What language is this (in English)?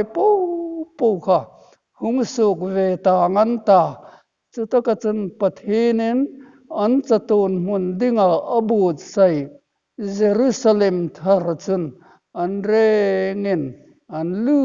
Hmar